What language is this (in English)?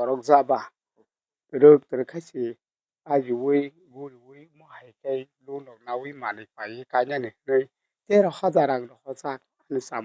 Kok Borok